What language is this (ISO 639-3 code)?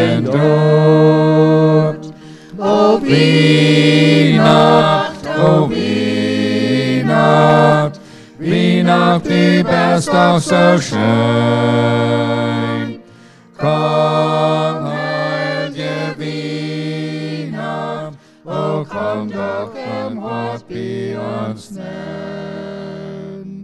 pdt